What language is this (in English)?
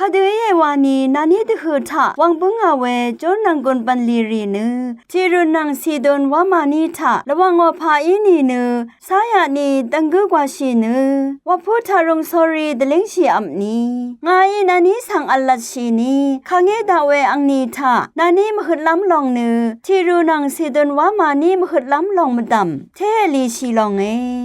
Rawang